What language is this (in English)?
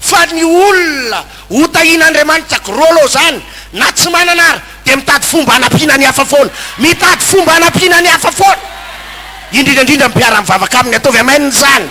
Malagasy